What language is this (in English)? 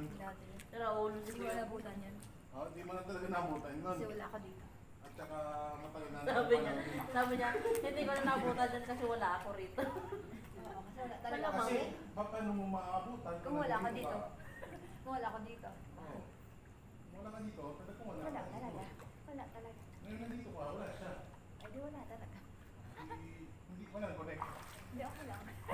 Filipino